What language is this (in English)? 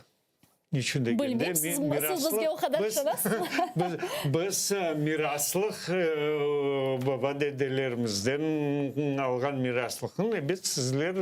Crimean Tatar